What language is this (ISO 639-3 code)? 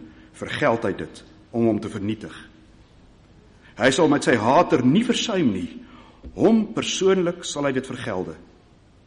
afr